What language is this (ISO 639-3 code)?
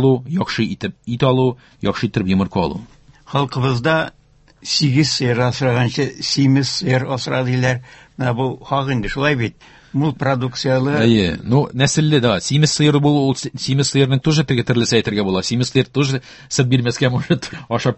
tat